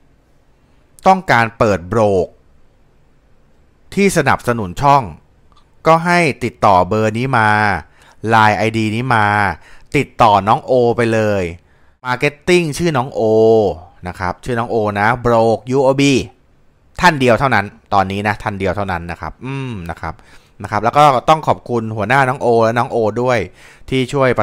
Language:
Thai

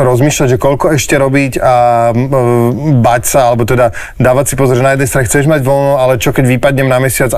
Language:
Slovak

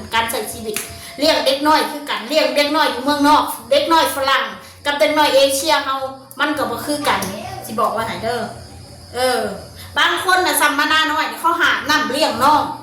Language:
Northeastern Thai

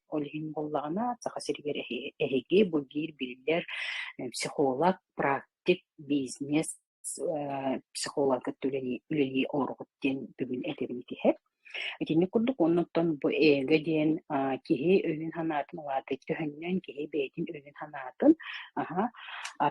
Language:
Yakut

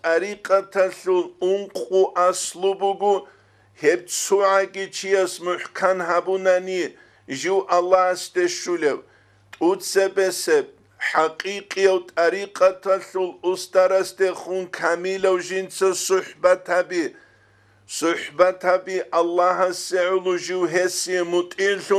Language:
Avaric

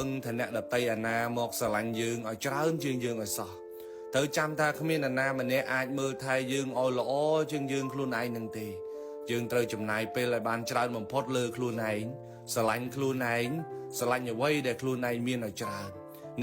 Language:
Khmer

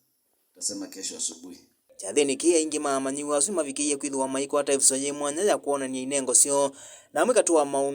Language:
Kamba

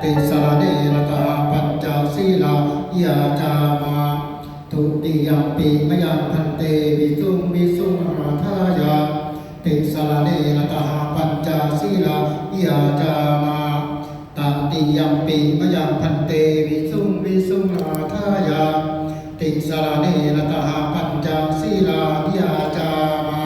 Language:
Pali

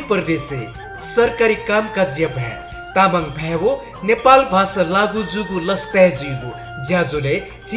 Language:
Newari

